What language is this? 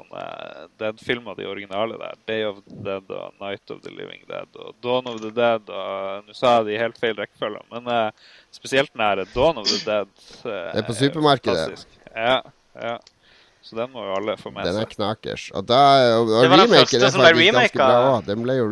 Norwegian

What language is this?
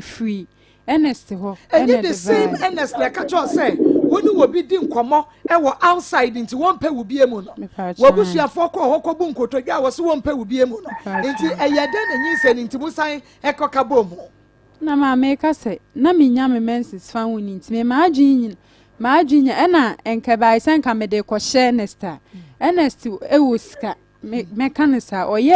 Akan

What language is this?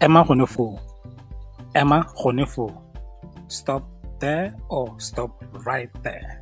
Tswana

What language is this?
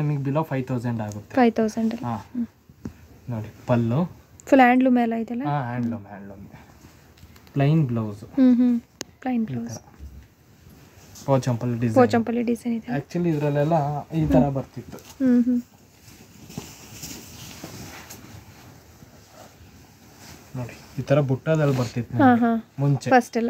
Kannada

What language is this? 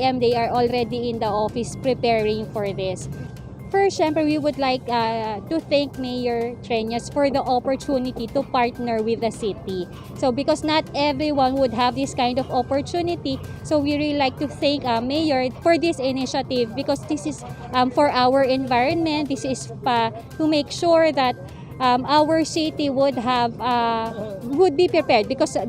Hiligaynon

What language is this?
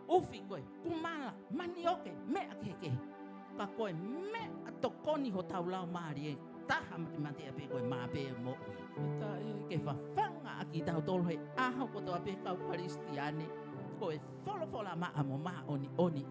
Tongan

